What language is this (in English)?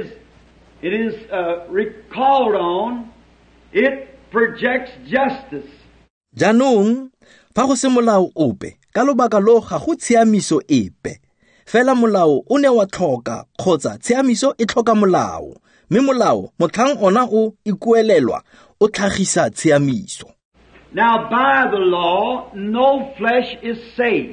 Tswana